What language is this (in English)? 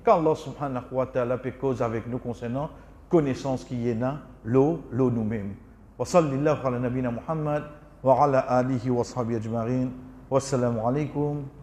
French